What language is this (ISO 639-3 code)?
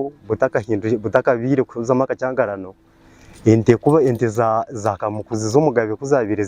nyn